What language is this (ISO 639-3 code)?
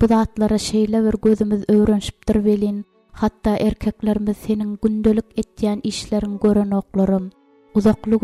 tuk